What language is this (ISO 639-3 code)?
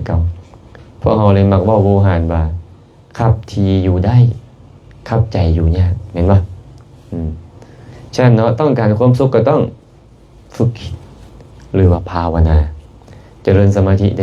lao